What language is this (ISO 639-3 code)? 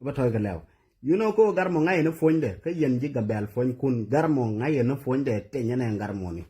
nus